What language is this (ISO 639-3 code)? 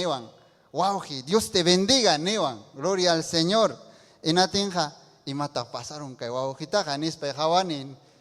quy